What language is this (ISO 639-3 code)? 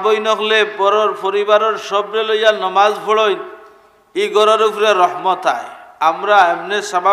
syl